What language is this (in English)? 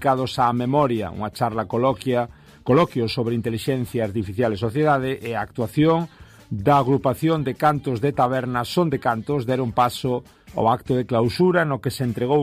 Galician